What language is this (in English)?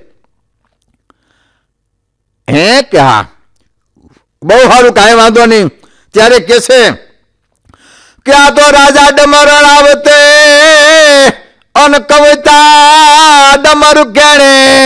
Gujarati